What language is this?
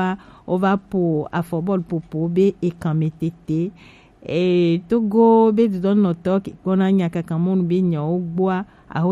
Gen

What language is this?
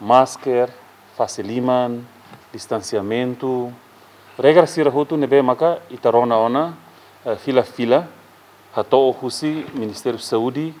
Tetum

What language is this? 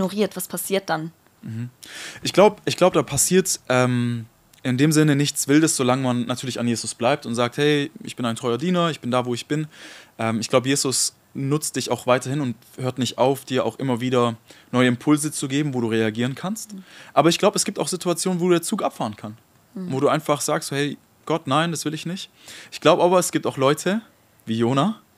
Swiss German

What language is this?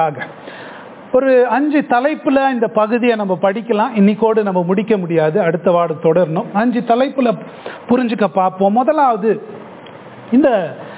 Tamil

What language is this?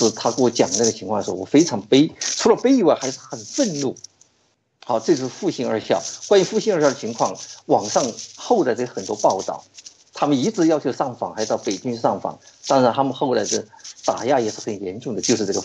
Chinese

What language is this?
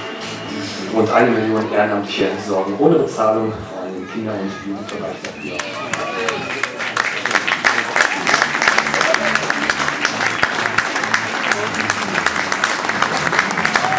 German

